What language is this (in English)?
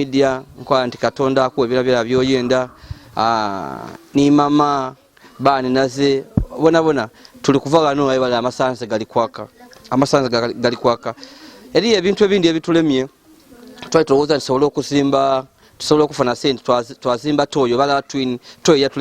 Ganda